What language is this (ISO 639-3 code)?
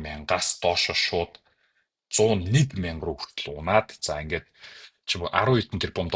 mon